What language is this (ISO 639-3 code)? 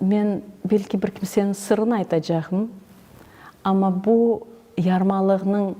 crh